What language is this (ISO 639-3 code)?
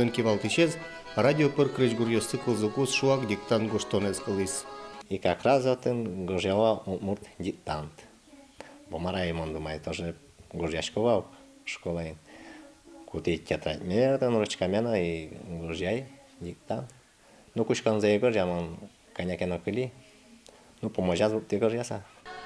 udm